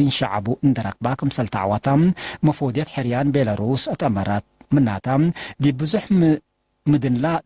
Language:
Tigre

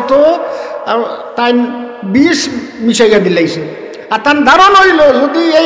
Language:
Sylheti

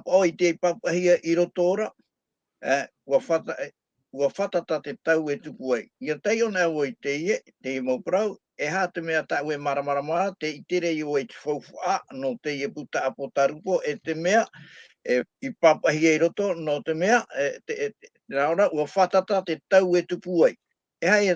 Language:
Tahitian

